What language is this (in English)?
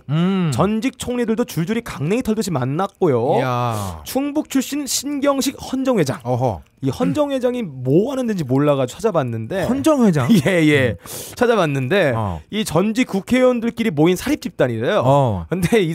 Korean